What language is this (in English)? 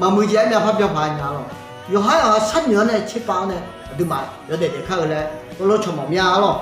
Akha